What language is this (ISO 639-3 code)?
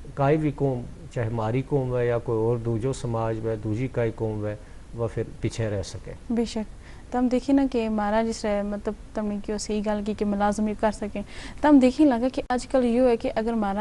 gju